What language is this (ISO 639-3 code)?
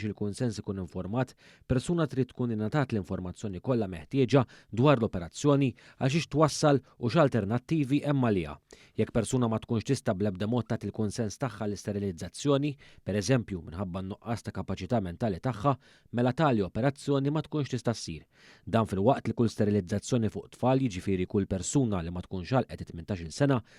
mlt